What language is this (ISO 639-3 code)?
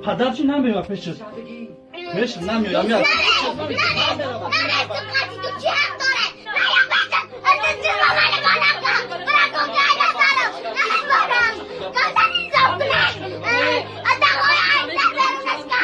tgk